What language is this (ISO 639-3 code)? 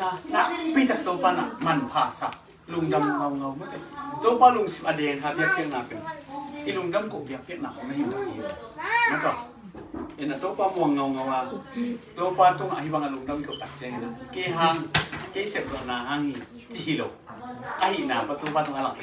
ctd